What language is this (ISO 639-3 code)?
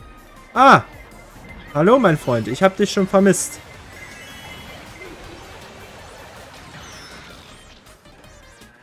deu